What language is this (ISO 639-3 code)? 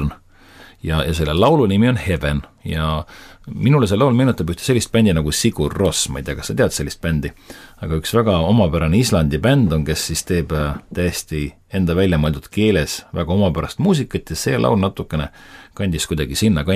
est